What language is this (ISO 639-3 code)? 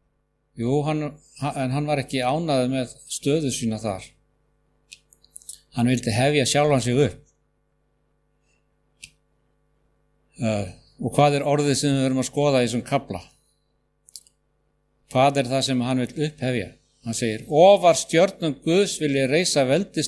isl